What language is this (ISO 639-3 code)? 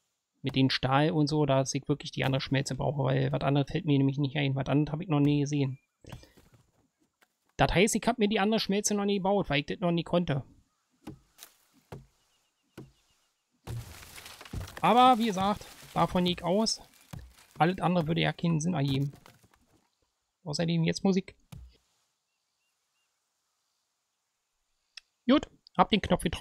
deu